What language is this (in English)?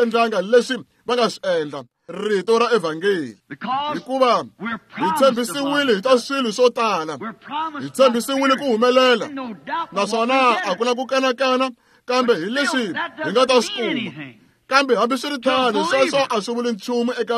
Tsonga